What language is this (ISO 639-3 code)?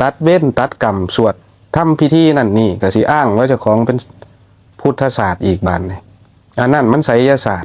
lao